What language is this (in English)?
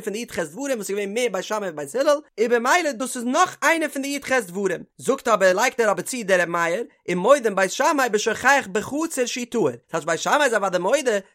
Yiddish